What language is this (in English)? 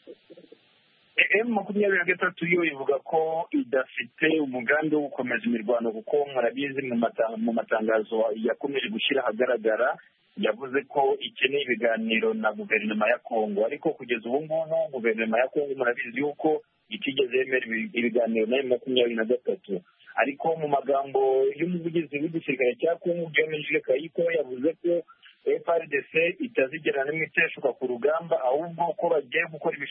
Kinyarwanda